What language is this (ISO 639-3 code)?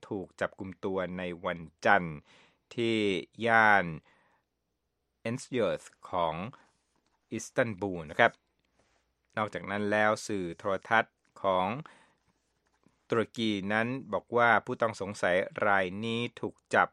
tha